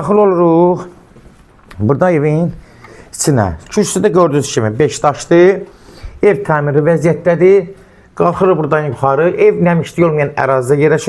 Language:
Azerbaijani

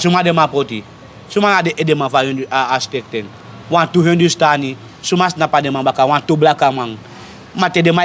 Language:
Sranan Tongo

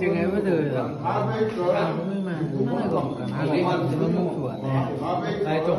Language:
Phom Naga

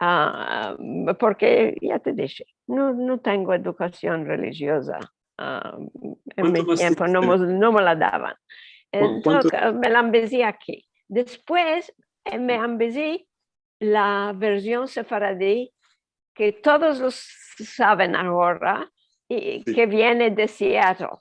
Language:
Ladino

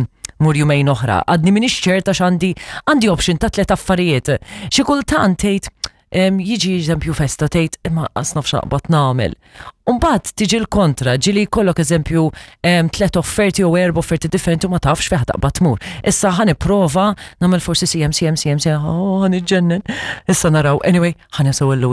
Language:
Maltese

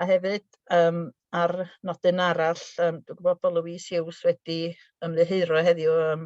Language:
Welsh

